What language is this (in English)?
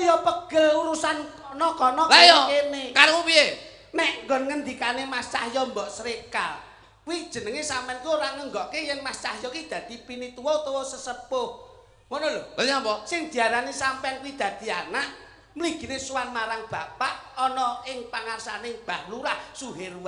Javanese